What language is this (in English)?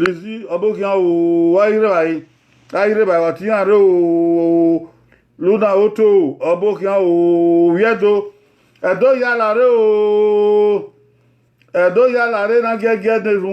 Bini